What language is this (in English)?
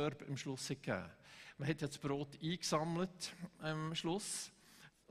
Swiss German